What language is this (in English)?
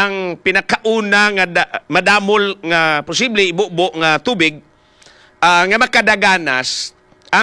Hiligaynon